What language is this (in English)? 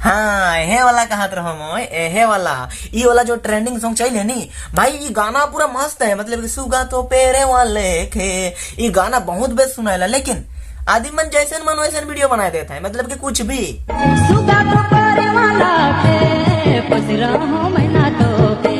Sadri